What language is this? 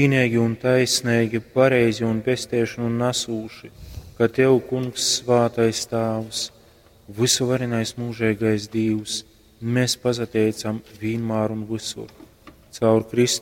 Latgalian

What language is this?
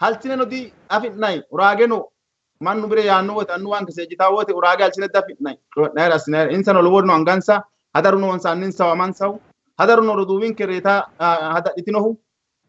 Sidamo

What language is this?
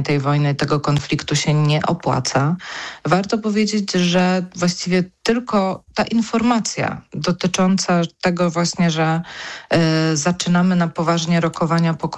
Polish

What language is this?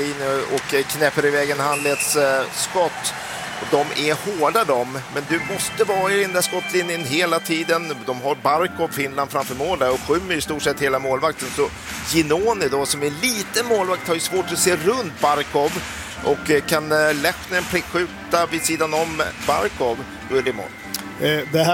Swedish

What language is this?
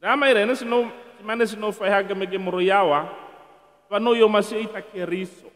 Nias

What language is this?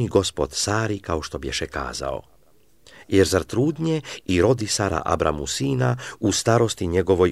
Serbian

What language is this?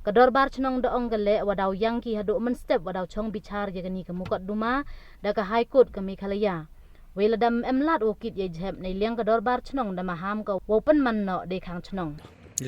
Pnar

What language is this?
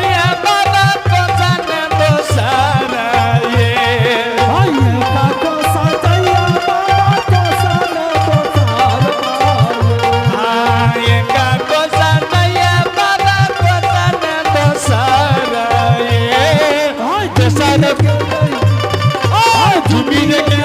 Angika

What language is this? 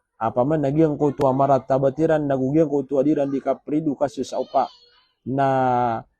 Maranao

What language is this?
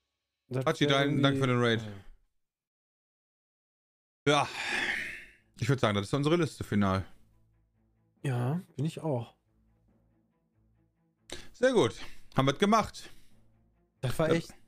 German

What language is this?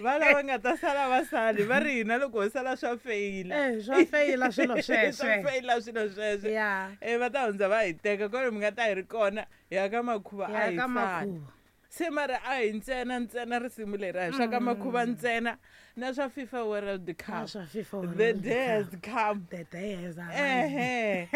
Tsonga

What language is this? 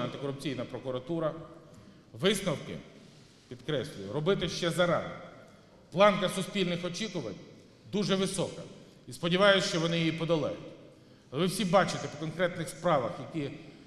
Ukrainian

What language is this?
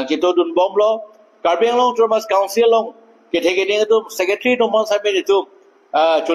Karbi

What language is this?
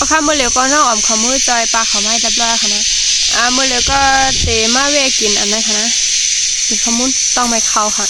Shan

